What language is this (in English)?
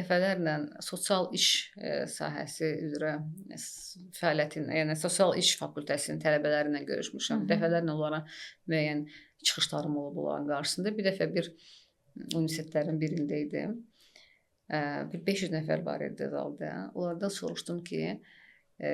Azerbaijani